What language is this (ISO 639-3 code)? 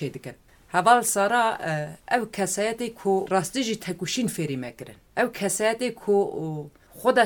kur